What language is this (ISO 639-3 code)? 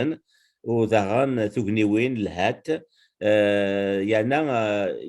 kab